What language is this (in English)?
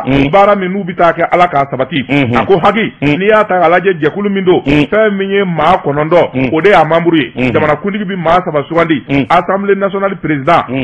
Bambara